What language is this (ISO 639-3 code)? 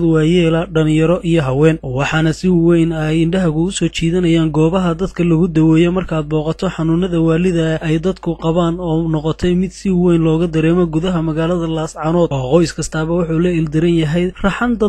som